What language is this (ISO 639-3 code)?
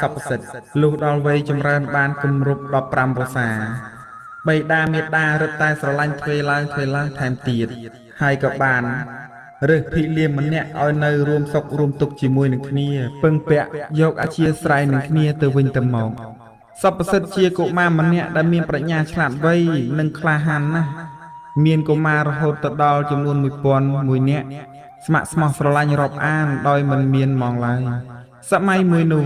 khm